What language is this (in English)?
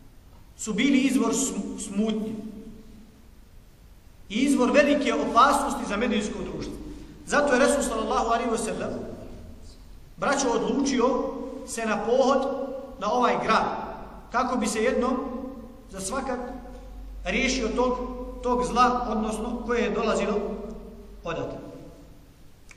Bosnian